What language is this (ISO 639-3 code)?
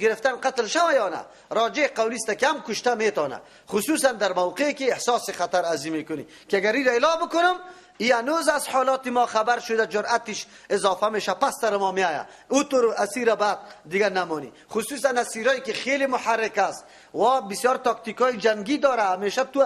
fas